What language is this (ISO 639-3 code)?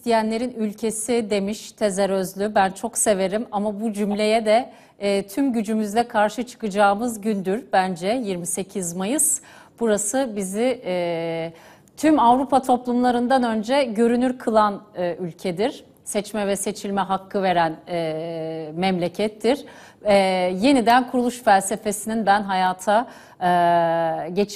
tur